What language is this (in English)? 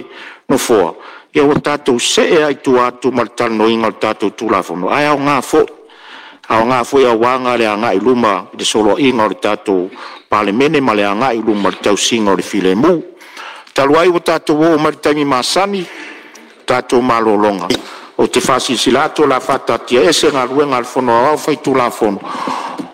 Samoan